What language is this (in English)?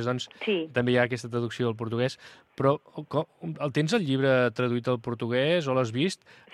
Catalan